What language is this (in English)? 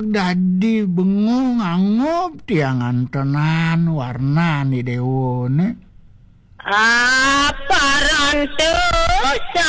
Balinese